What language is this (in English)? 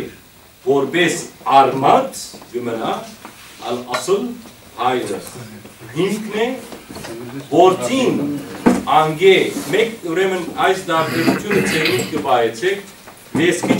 Western Armenian